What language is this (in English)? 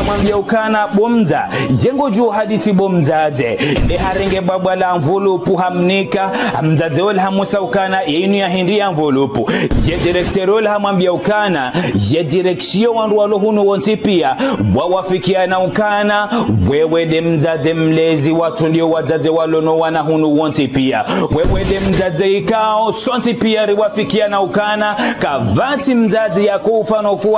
Ngazidja Comorian